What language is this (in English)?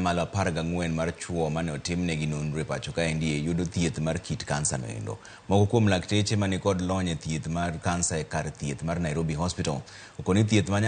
Luo (Kenya and Tanzania)